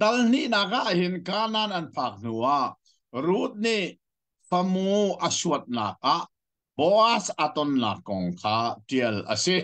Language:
Hakha Chin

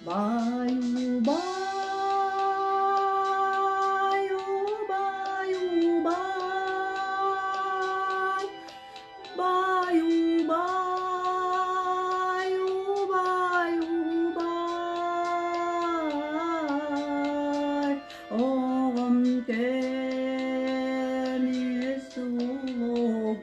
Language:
Yakut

